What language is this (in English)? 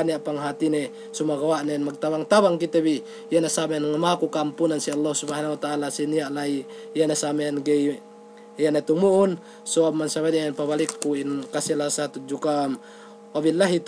Yakan